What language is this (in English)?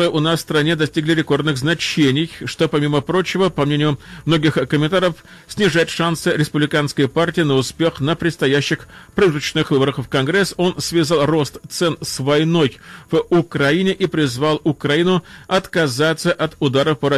Russian